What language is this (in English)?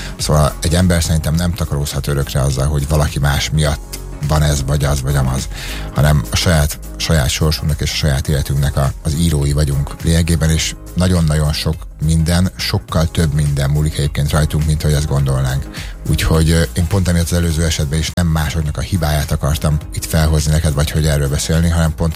Hungarian